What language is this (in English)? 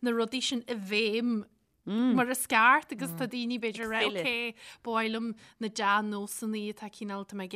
Irish